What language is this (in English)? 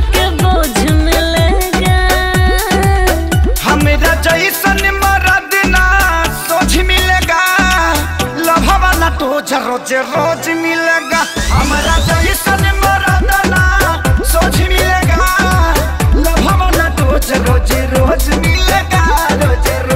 Bhojpuri